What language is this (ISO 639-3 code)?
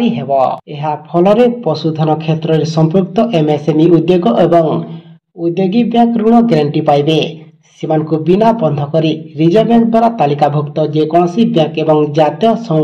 ori